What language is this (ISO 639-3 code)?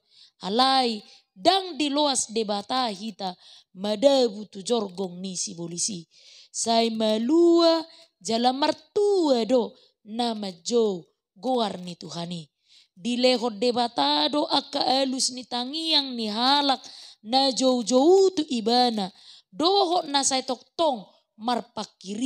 bbc